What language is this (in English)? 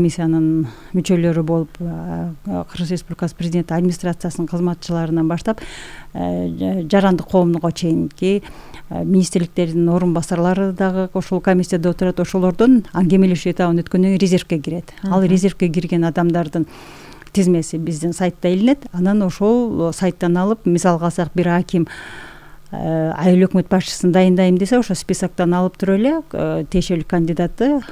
Kyrgyz